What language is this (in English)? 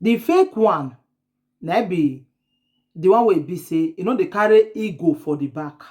Nigerian Pidgin